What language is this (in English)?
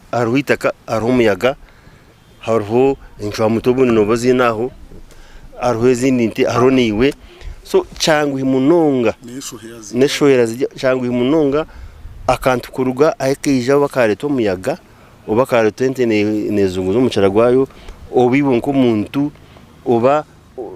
Nyankole